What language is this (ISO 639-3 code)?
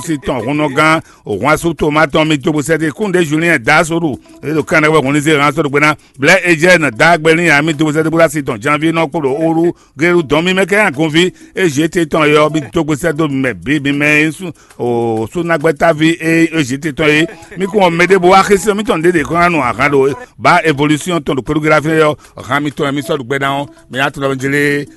fon